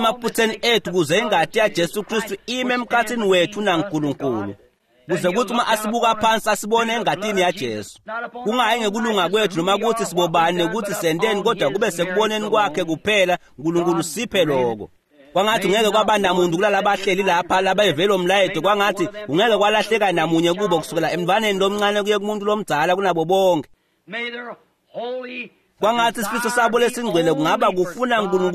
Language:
Swati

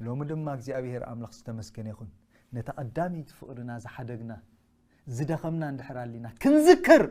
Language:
Tigrinya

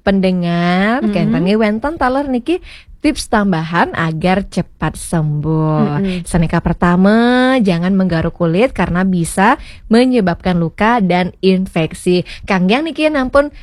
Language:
Balinese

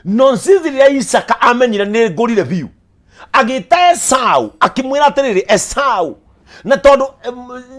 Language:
Kikuyu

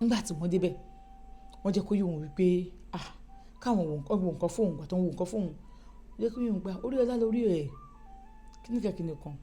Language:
Yoruba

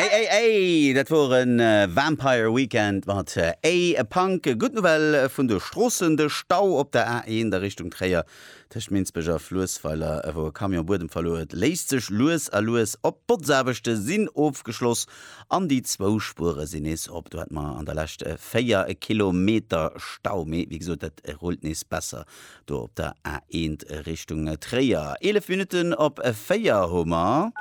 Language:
Luxembourgish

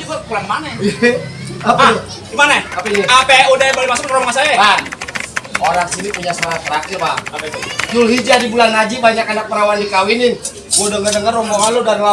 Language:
Betawi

